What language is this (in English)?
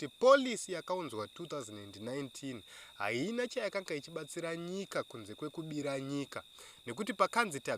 Shona